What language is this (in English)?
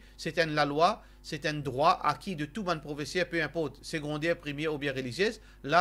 Morisyen